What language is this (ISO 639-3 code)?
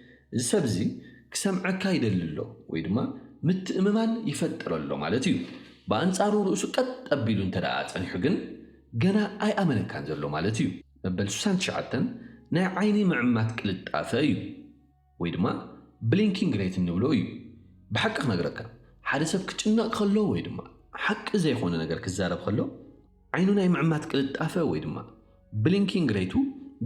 tir